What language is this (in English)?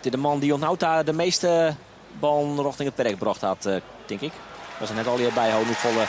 Western Frisian